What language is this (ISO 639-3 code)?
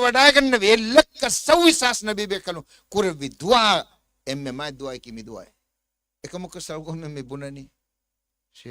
div